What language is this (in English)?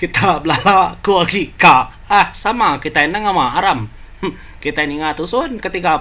Iban